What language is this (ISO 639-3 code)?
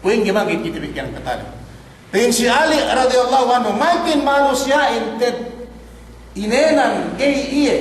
yka